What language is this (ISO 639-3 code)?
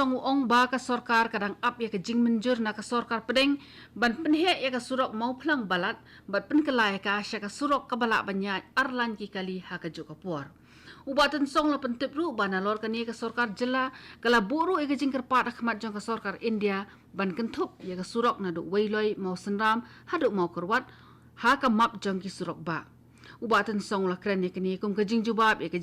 kha